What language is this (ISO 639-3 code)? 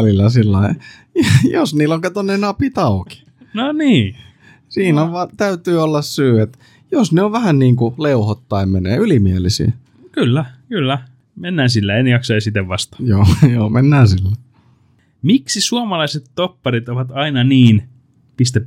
fin